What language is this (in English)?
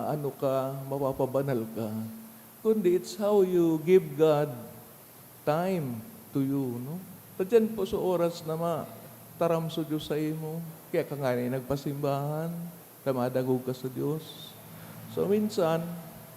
Bikol